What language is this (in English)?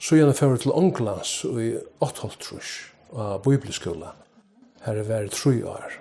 Faroese